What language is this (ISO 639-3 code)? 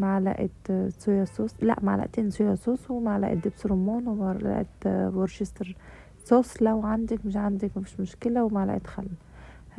arz